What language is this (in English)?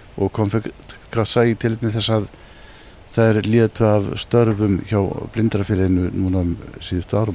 Icelandic